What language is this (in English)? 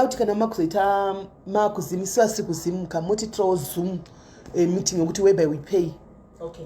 Shona